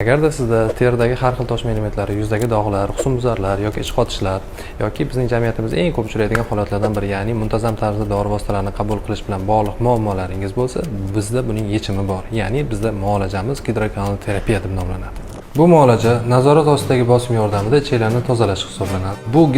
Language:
Uzbek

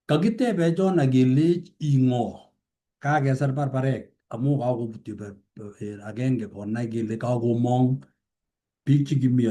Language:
Kalenjin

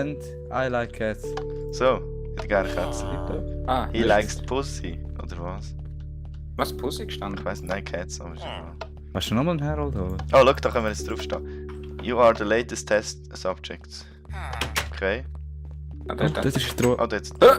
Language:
Swiss German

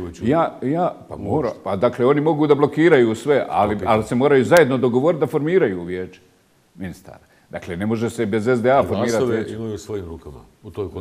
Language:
Bosnian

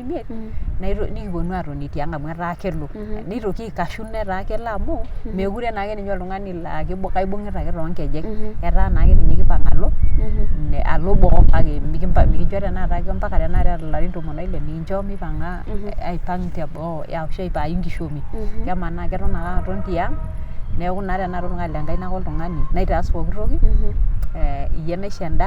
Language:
Masai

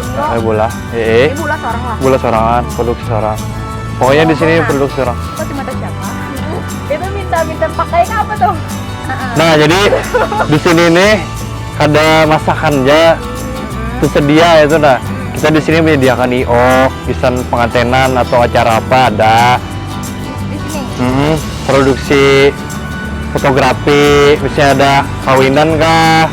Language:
Banjar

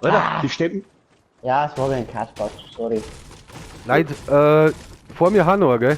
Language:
Bavarian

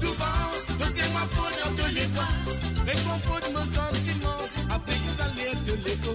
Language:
Morisyen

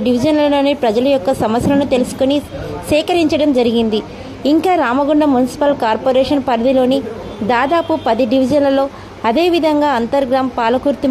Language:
Telugu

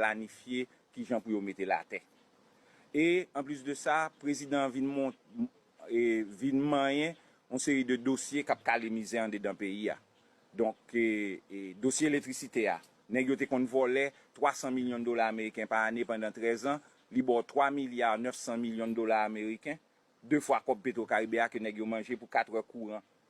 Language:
Haitian Creole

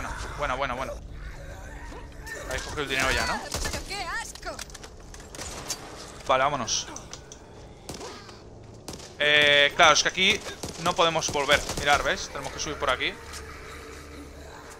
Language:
Spanish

